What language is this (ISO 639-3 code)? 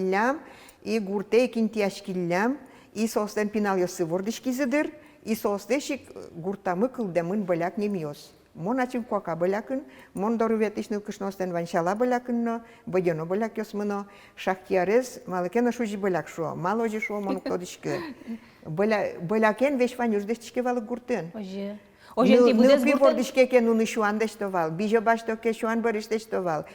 udm